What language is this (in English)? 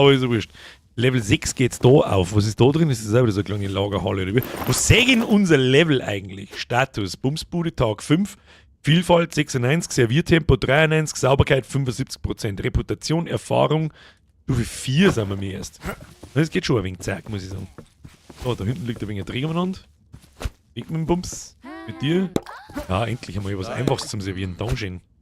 Bavarian